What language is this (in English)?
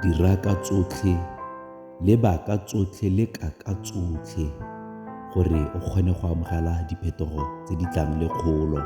Tswana